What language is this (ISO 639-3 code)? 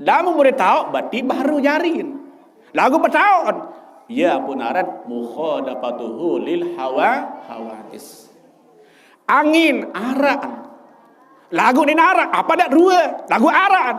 sas